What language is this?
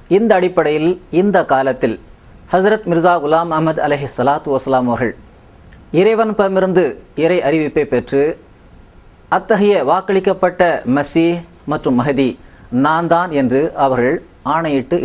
Tamil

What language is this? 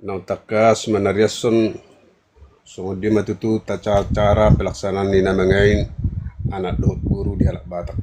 Batak Toba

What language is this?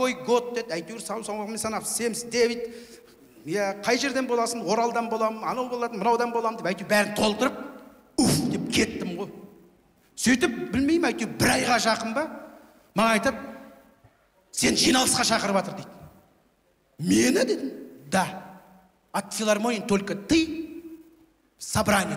Kazakh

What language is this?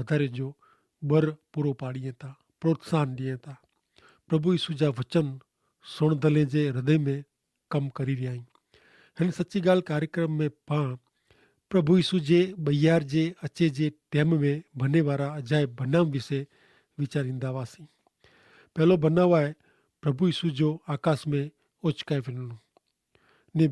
Kachhi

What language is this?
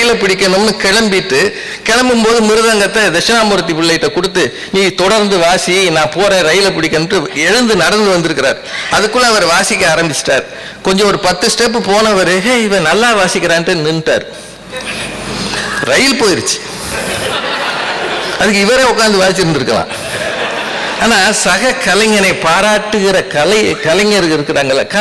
Tamil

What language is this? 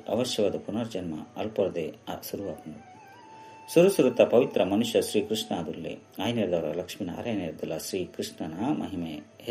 Tulu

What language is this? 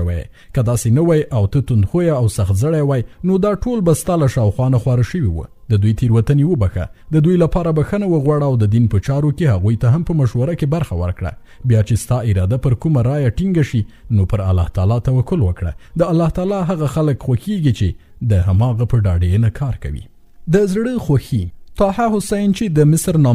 Pashto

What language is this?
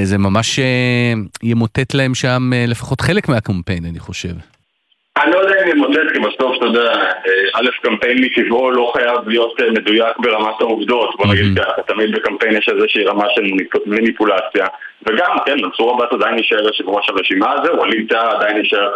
Hebrew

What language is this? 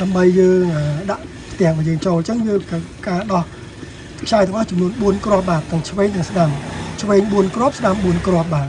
Khmer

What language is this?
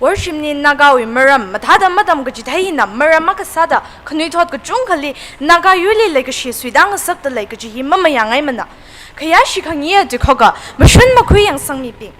Tangkhul Naga (India)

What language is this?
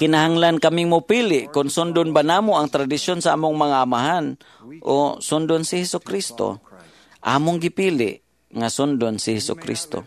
Cebuano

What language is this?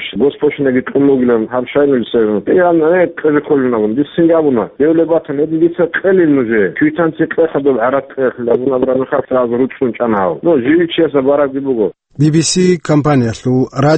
Avaric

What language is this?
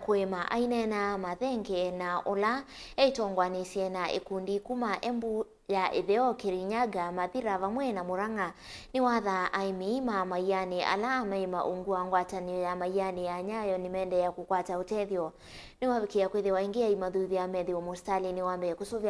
Kamba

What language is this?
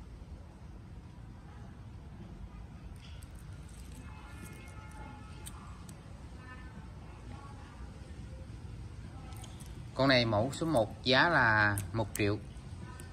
Vietnamese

